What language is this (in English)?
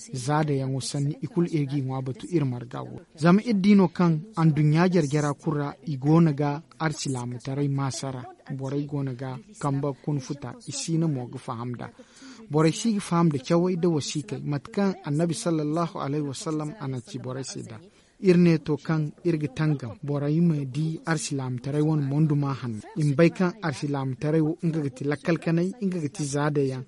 Zarma